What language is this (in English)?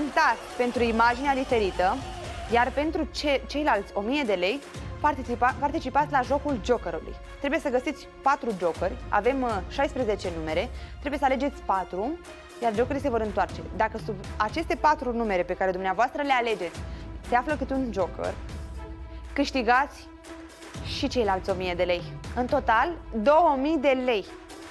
Romanian